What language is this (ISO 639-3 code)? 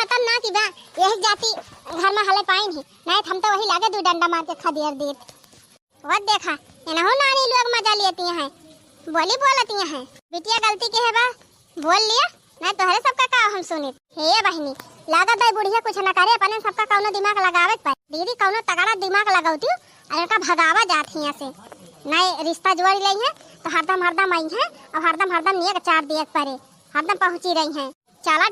awa